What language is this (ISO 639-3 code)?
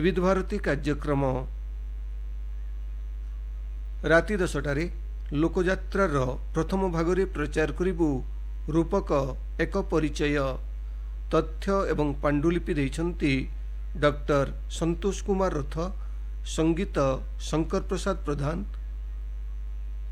ori